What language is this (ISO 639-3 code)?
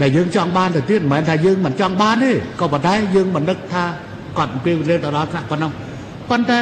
khm